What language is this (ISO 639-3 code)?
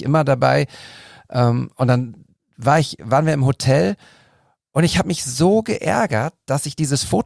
deu